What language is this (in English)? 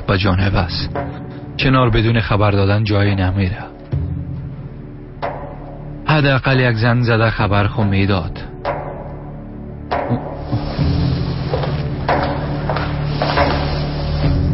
Tajik